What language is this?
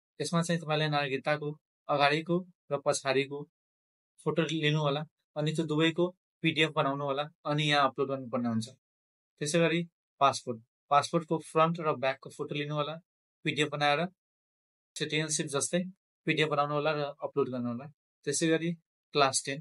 Nepali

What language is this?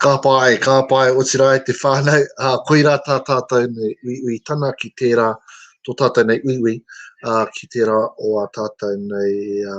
Māori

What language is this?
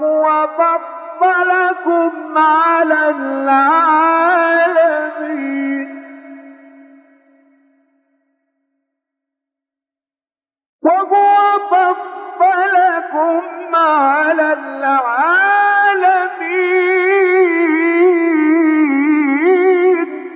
Arabic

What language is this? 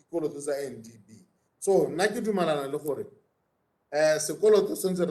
Tswana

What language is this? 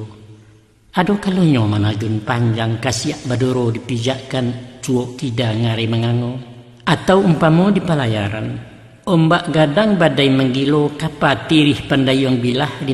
Minangkabau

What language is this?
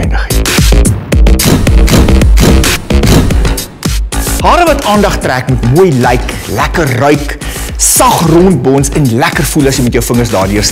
Afrikaans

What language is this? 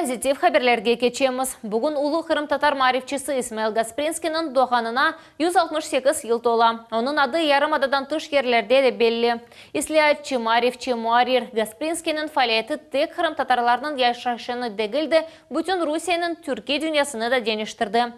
Crimean Tatar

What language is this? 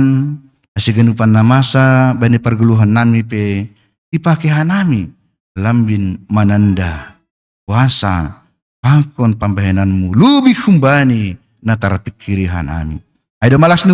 Batak Simalungun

